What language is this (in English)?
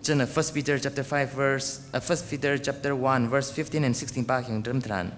Tangkhul Naga (India)